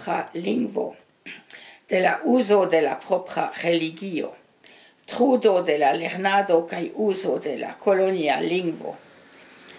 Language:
Esperanto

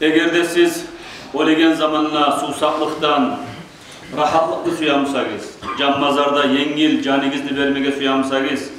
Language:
Kumyk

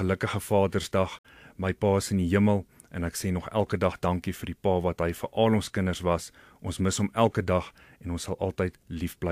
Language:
Afrikaans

